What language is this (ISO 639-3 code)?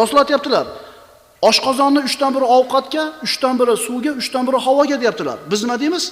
uzb